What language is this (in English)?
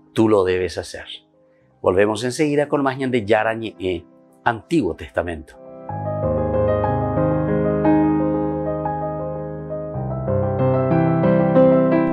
Spanish